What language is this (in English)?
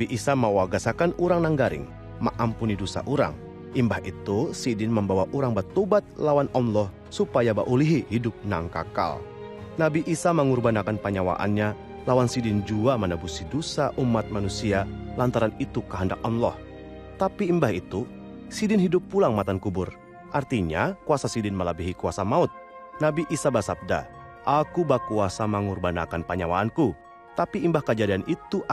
Banjar